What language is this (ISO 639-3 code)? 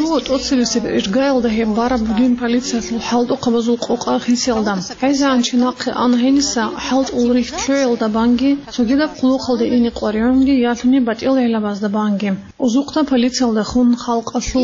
ava